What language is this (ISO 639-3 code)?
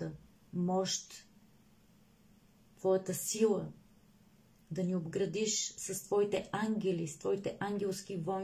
bul